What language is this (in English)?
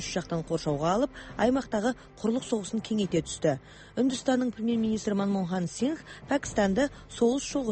Kazakh